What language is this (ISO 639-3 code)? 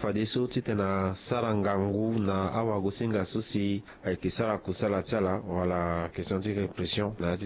sag